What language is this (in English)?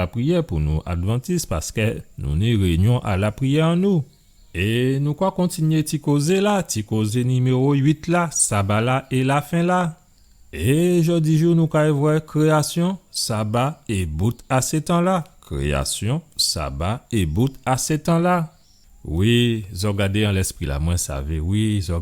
Guadeloupean Creole French